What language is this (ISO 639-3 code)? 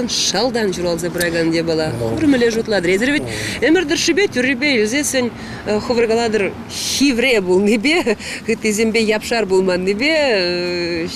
chv